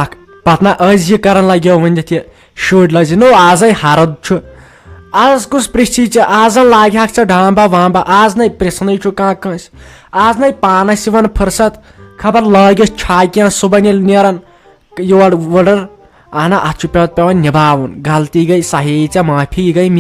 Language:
Kashmiri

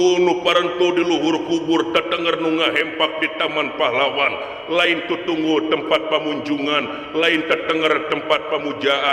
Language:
Sundanese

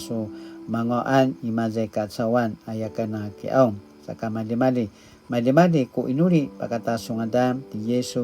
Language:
Paiwan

